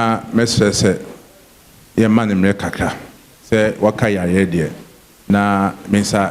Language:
Akan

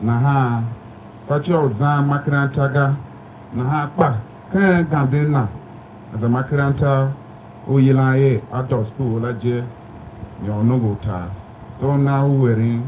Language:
Tiv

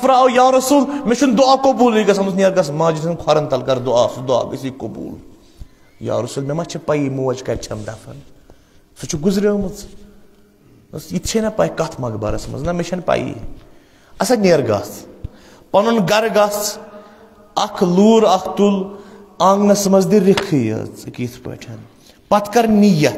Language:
Kashmiri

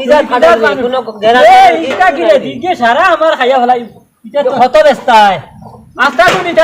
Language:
Sylheti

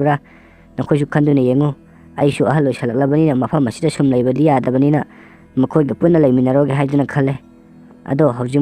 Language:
Manipuri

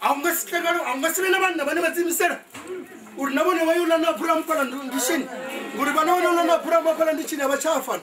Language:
Venda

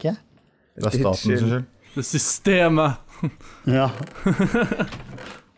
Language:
Norwegian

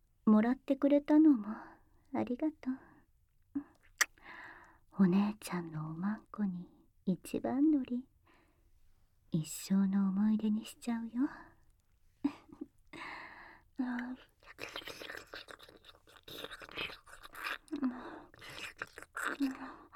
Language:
Japanese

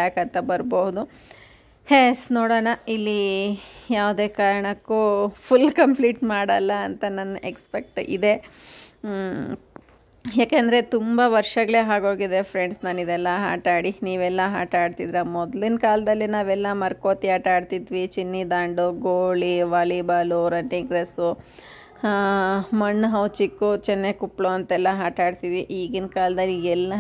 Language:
Kannada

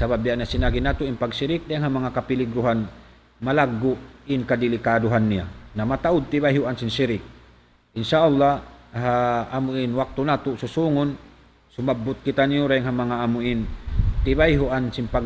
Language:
Tausug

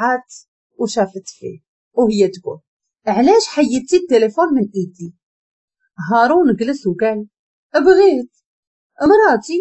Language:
Moroccan Arabic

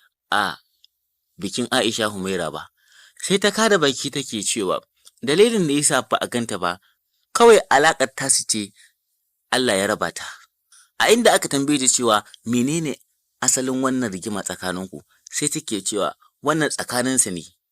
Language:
Hausa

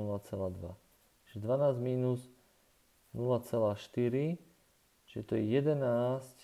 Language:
Slovak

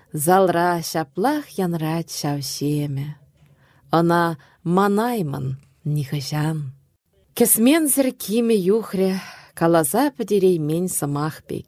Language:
Chuvash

